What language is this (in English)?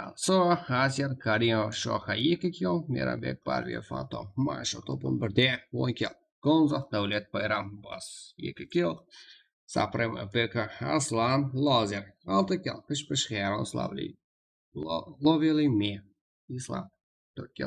Kara-Kalpak